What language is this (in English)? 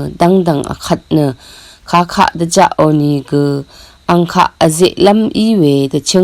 Rawang